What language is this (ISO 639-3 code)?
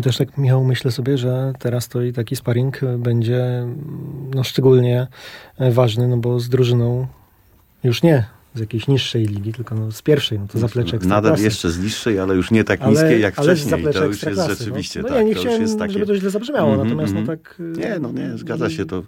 pol